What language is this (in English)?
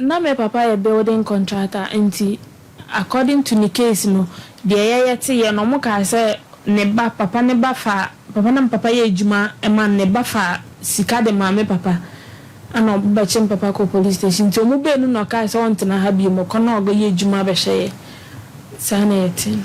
Akan